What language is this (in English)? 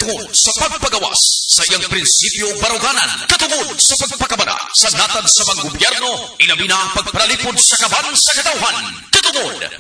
Cebuano